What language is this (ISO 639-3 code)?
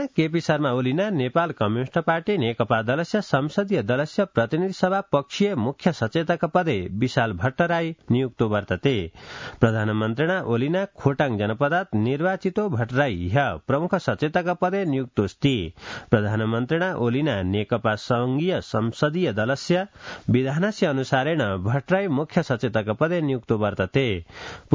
san